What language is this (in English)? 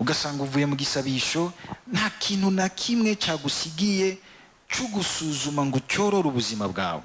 Rundi